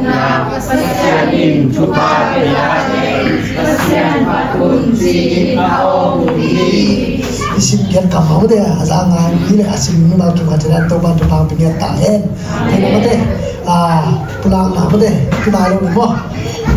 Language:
Tedim Chin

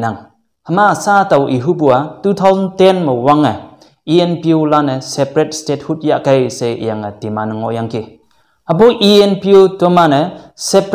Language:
Konyak Naga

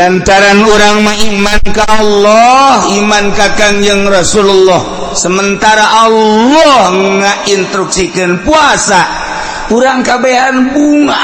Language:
Sundanese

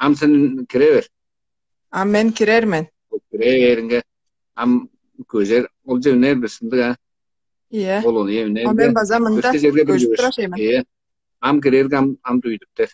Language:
Tuvinian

